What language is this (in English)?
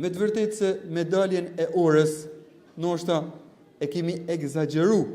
Albanian